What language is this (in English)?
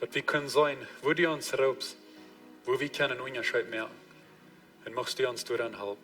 Plautdietsch